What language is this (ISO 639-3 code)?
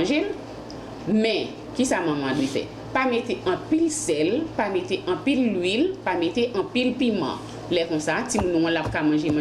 hat